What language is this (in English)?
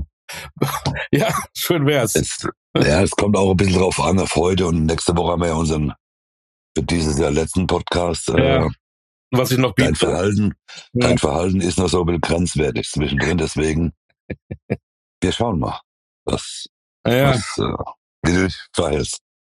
German